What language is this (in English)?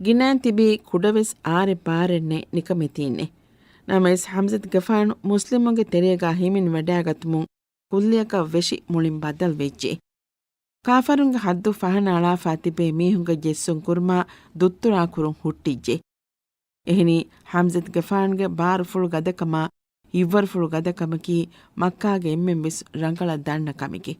Divehi